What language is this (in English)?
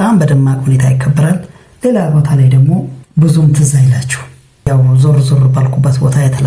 Amharic